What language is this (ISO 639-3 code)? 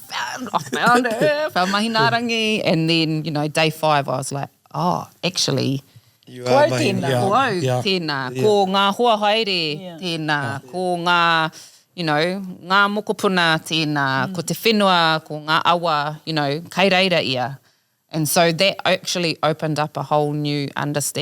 mri